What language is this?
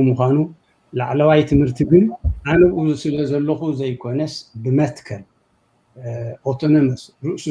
Tigrinya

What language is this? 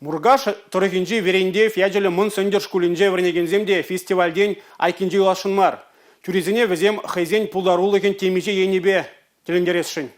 Chuvash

